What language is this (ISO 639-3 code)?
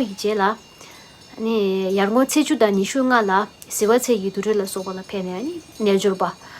bod